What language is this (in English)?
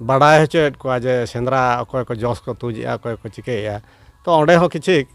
Santali